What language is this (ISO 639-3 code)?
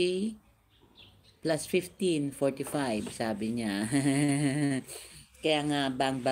fil